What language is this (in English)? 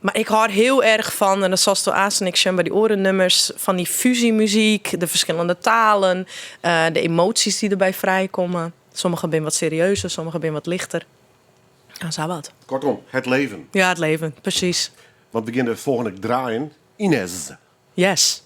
Western Frisian